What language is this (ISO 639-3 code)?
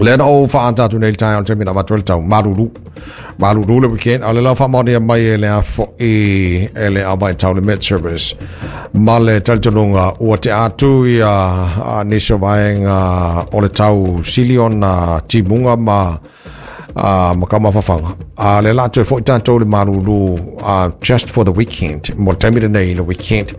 smo